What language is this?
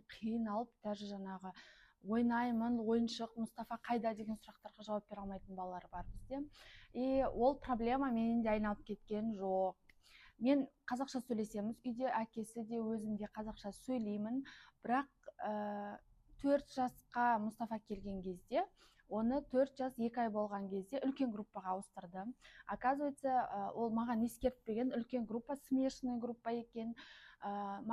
Kazakh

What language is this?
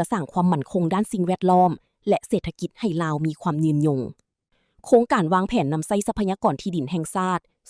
Lao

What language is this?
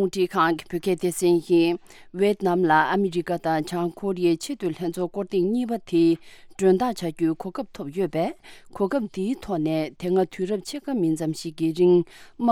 Tibetan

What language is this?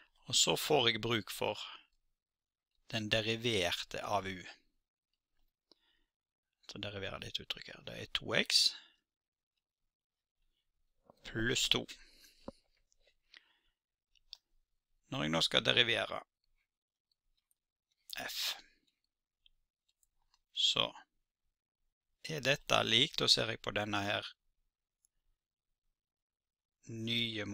Norwegian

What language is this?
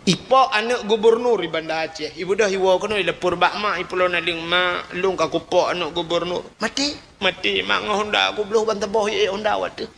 Achinese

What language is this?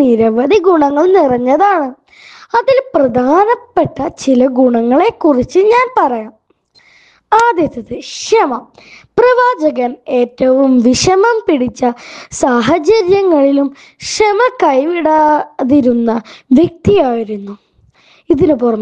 Malayalam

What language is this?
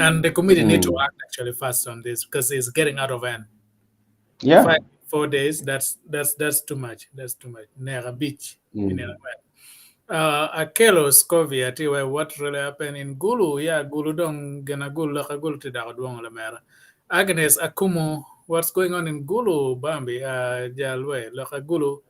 Acoli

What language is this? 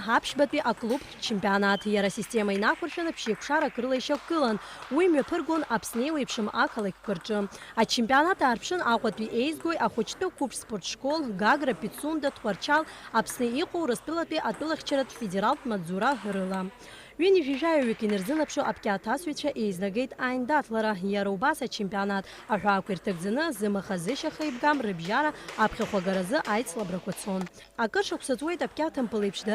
Abkhazian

